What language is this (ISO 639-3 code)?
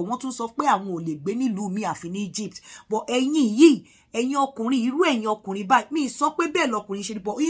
yor